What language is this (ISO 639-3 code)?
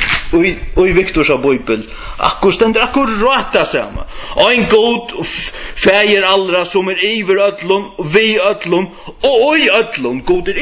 fao